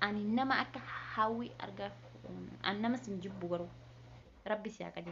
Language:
Oromo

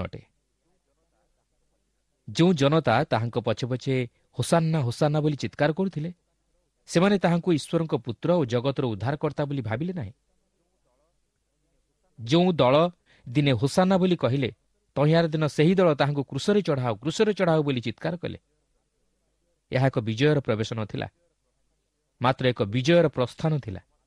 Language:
Odia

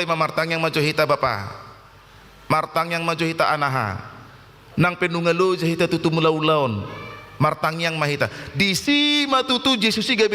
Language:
Batak Toba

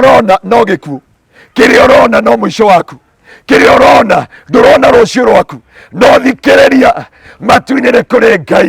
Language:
Kikuyu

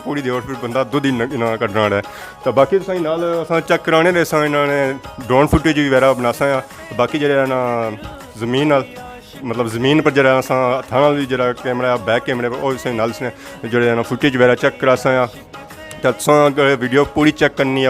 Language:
Pahari-Potwari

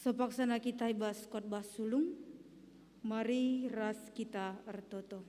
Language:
Batak Karo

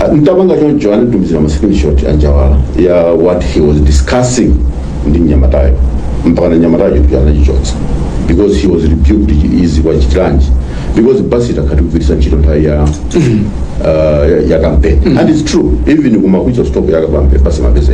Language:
Nyanja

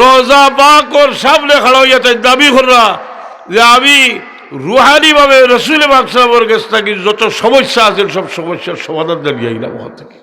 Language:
Sylheti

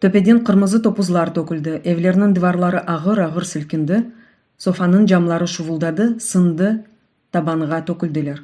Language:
Crimean Tatar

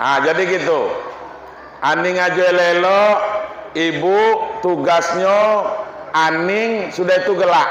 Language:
Minangkabau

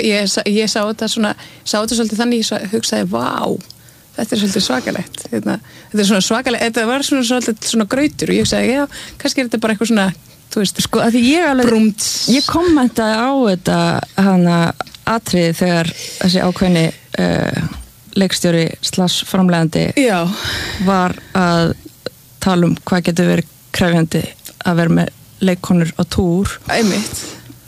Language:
Icelandic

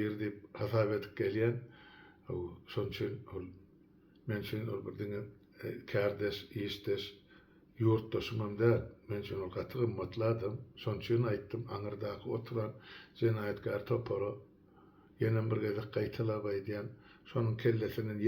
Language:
Turkmen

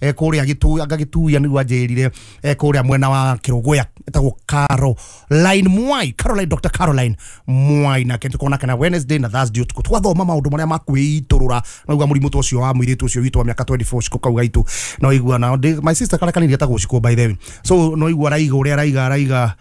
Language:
Kikuyu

